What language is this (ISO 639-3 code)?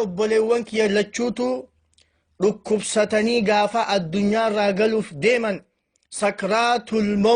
orm